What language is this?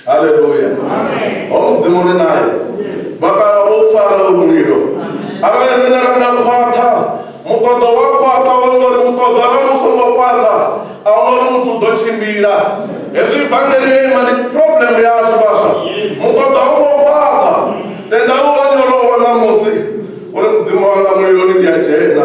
Venda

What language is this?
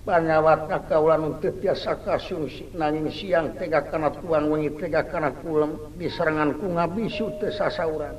Sundanese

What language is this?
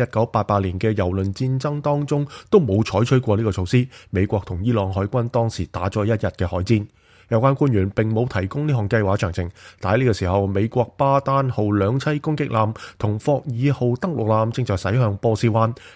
Cantonese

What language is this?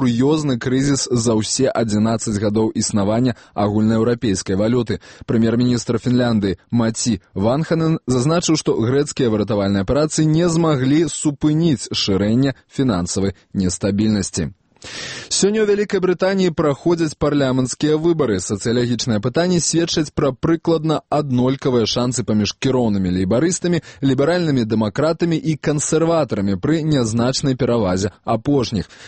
Belarusian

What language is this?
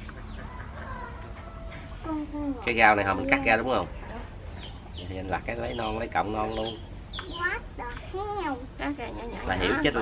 Vietnamese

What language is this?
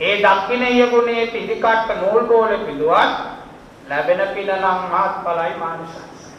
Sinhala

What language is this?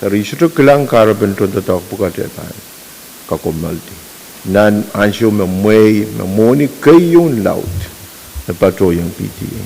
Pohnpeian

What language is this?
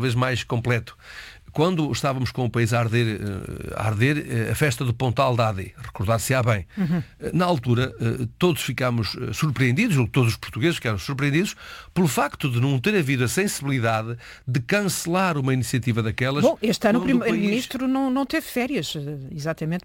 Portuguese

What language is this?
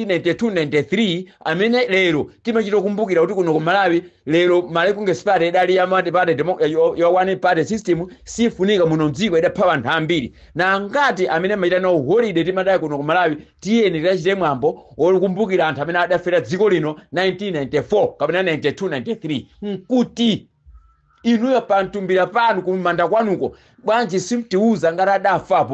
Nyanja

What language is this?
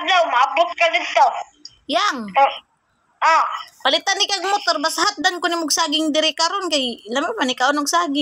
Cebuano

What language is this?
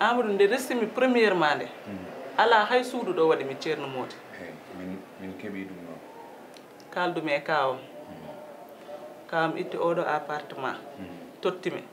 Fula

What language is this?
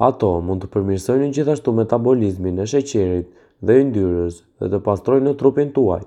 Albanian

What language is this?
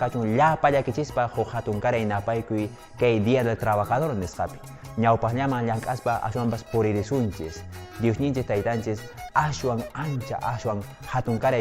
Quechua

